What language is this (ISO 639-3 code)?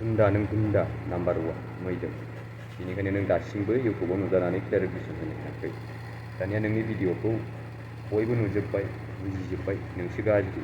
brx